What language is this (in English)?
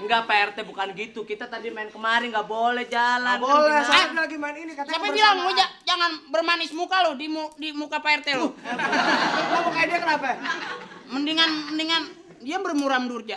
Betawi